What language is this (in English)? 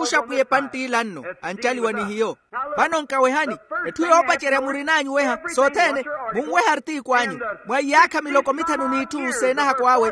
Makhuwa